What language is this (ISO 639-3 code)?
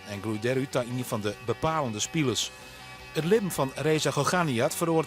fry